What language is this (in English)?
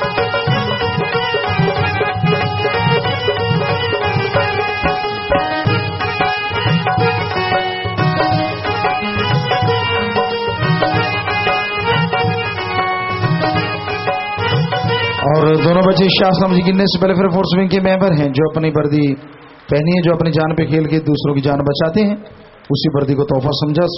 Hindi